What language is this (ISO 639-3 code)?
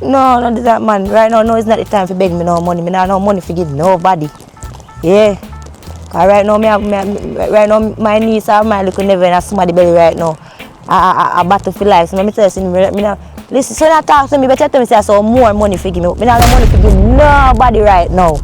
jam